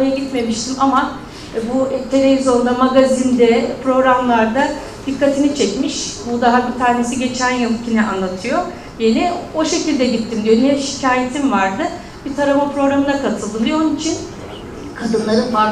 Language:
Turkish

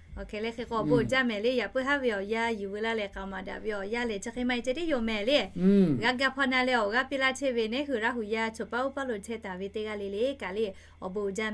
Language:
Lahu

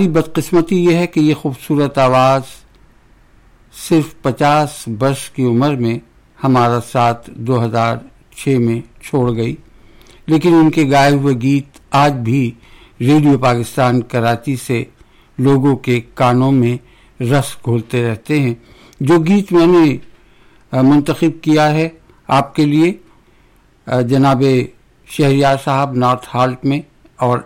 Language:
Urdu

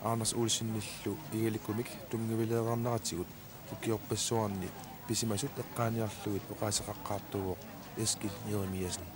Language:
Kalaallisut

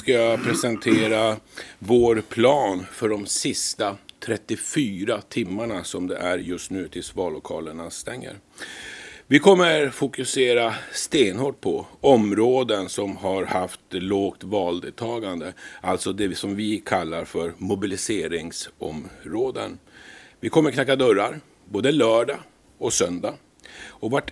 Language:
Swedish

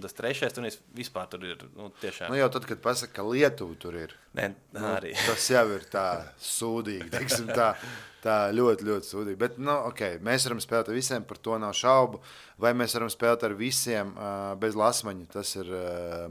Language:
Latvian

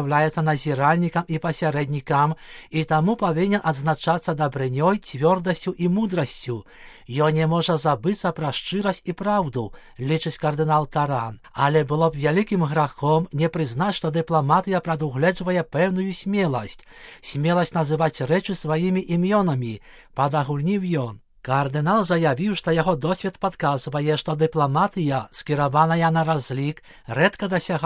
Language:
Belarusian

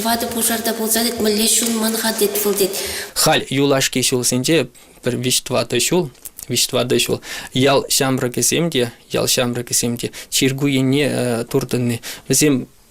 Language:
Chuvash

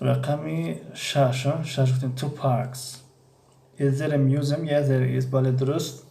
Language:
Tajik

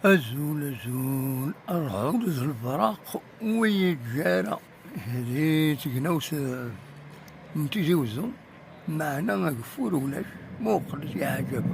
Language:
Kabyle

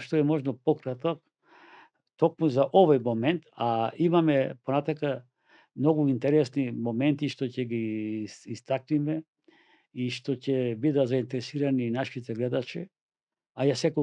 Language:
Macedonian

